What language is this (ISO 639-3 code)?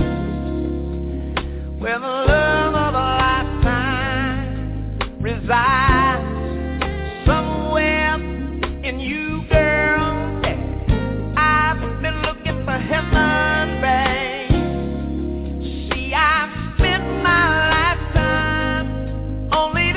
eng